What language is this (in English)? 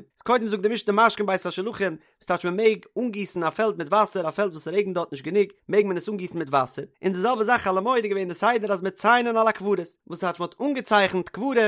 Yiddish